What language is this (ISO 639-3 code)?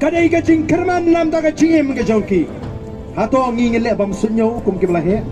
kha